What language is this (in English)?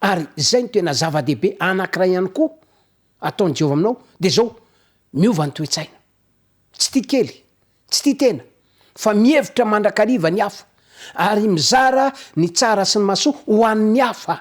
Malagasy